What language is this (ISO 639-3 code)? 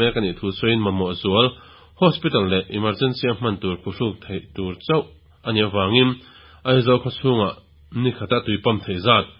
lus